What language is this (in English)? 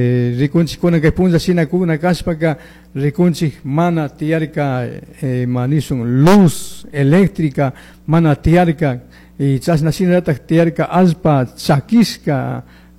Chimborazo Highland Quichua